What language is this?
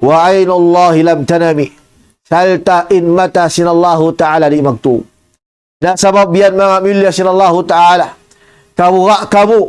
Tausug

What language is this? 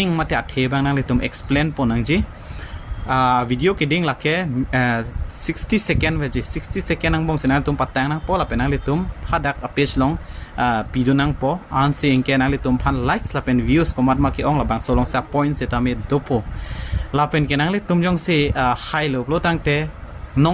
Karbi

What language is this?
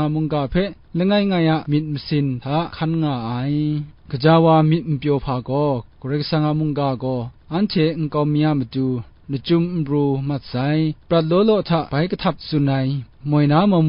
Kachin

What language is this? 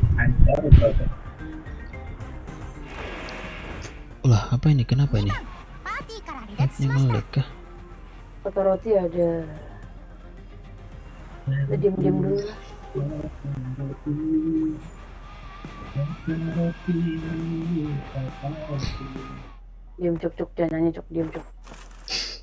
Indonesian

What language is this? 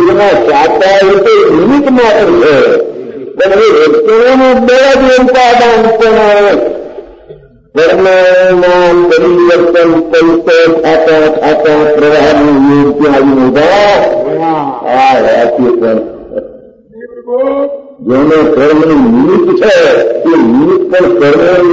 Gujarati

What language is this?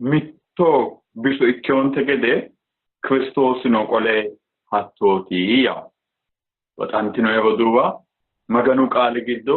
Sidamo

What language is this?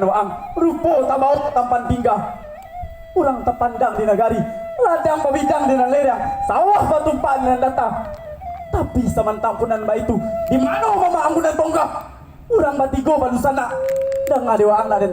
Minangkabau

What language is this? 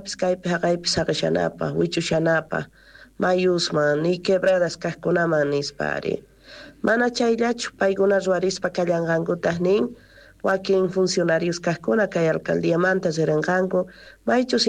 South Bolivian Quechua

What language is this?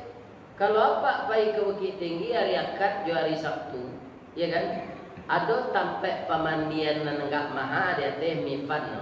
Minangkabau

